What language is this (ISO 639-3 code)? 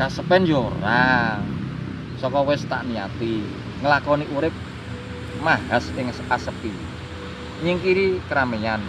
jav